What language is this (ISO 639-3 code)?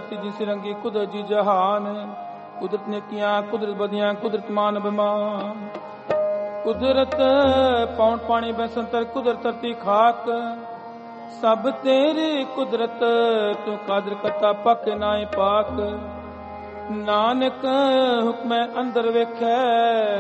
pan